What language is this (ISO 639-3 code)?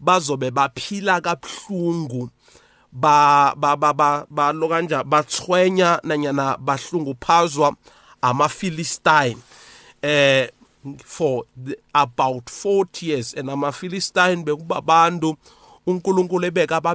nbl